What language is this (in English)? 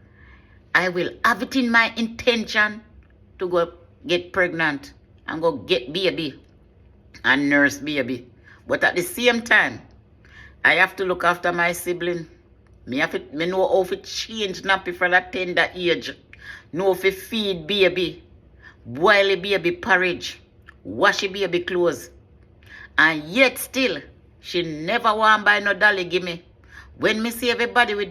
Jamaican Creole English